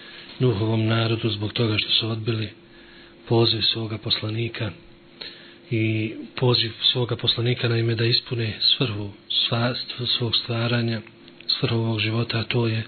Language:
Bosnian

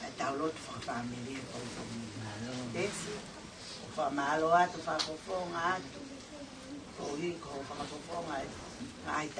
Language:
Tongan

